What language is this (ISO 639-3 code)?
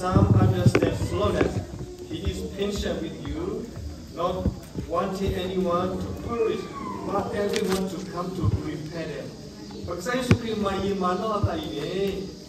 ksw